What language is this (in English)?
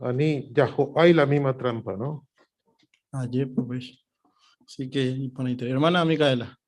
Guarani